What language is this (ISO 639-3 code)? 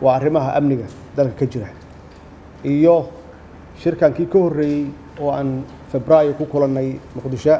som